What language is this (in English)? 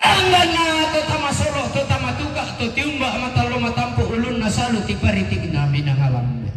Toraja-Sa'dan